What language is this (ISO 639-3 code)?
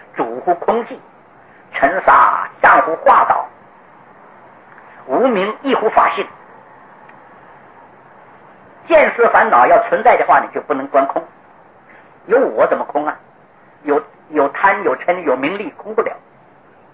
zho